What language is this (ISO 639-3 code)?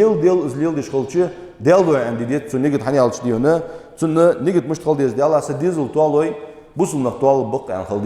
inh